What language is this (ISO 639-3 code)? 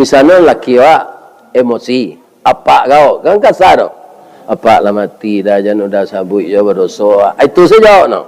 min